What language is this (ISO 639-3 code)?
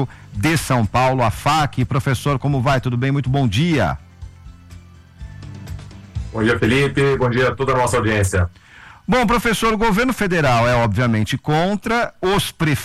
por